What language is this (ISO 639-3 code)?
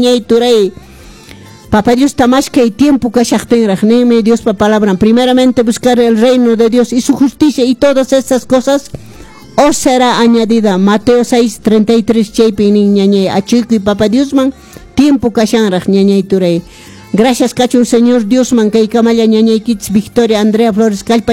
que